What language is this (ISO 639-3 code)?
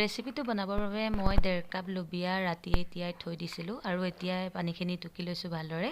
asm